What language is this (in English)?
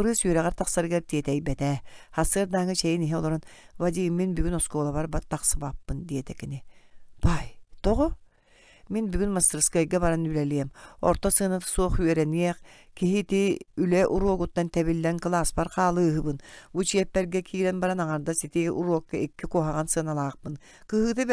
Yakut